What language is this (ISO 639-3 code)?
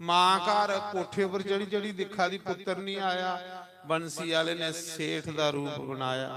doi